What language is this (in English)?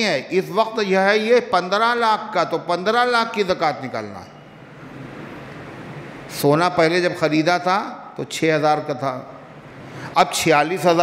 Urdu